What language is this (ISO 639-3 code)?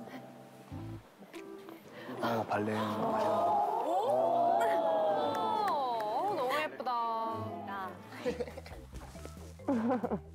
kor